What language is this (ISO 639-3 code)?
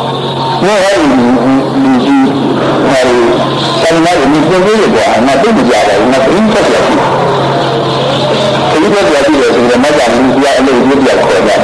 mya